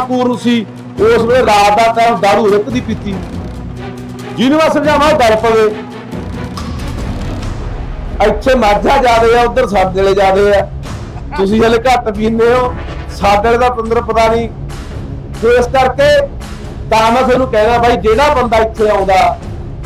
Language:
Punjabi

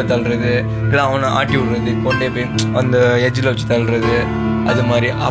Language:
Tamil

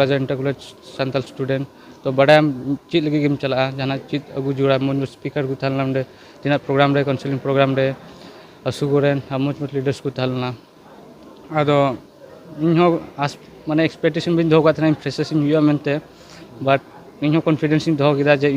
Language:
Santali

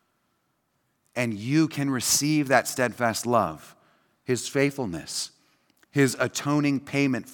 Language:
English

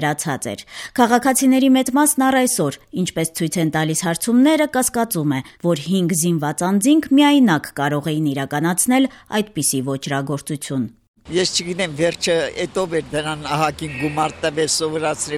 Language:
Armenian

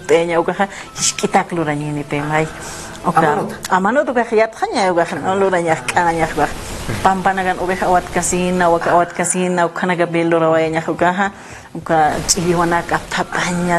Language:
Aymara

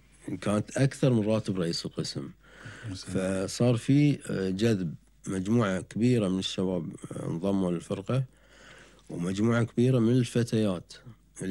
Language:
Gulf Arabic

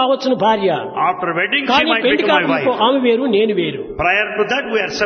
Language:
Telugu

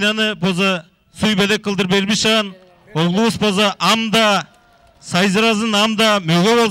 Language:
Tuvinian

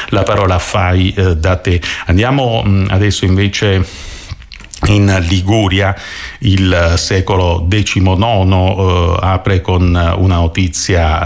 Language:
Italian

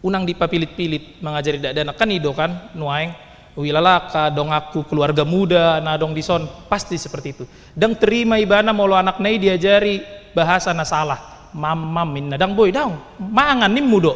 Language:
Batak Toba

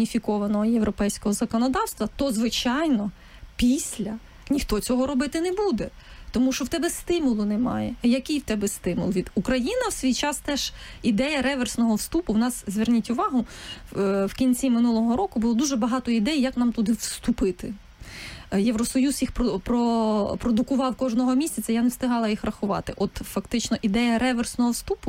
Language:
Ukrainian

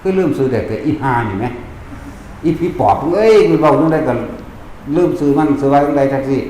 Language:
Northeastern Thai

